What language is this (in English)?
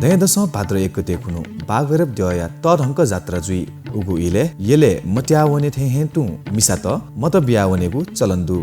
Newari